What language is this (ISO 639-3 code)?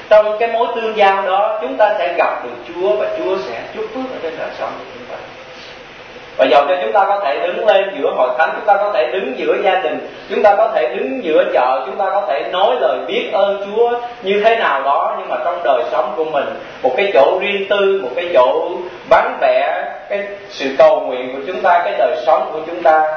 vie